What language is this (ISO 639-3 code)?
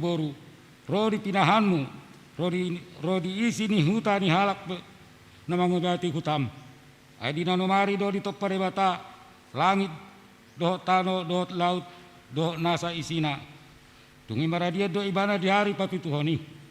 bbc